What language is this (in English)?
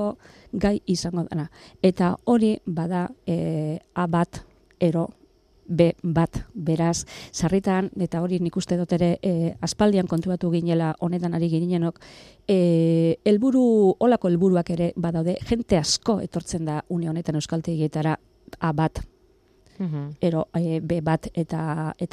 Basque